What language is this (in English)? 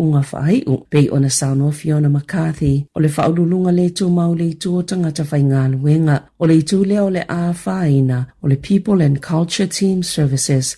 Samoan